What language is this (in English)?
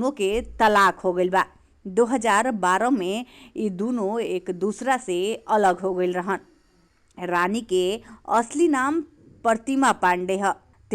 Bhojpuri